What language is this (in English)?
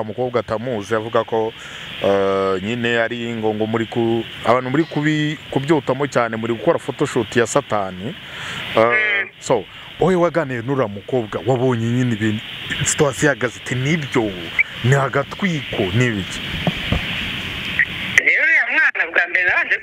Kinyarwanda